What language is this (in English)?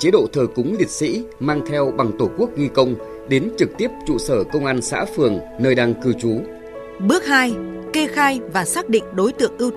Vietnamese